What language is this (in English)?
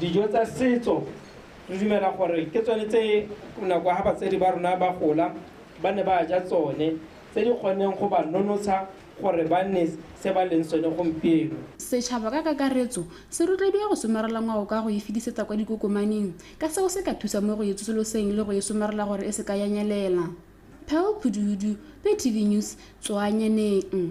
Tswana